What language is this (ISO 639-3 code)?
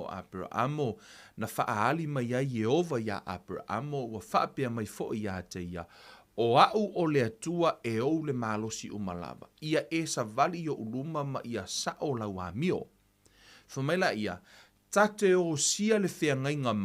smo